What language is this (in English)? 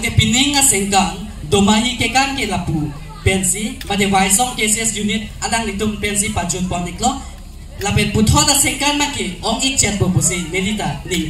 Karbi